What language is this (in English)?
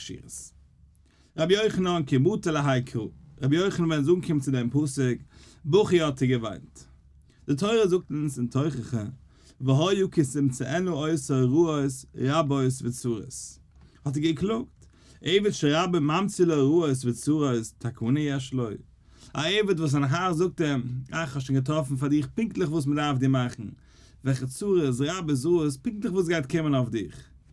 Yiddish